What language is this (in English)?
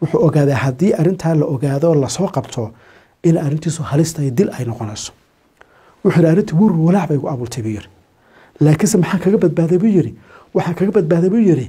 Somali